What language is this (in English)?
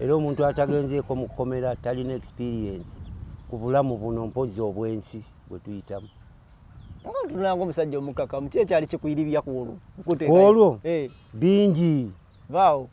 Ganda